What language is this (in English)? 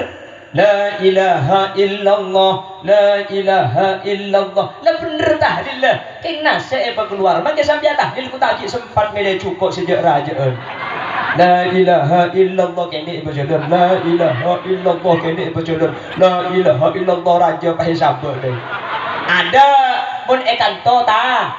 Madurese